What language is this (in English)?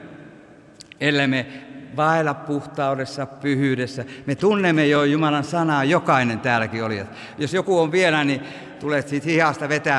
Finnish